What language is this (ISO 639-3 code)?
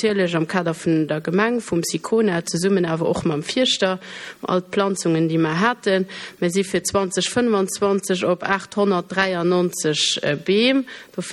ltz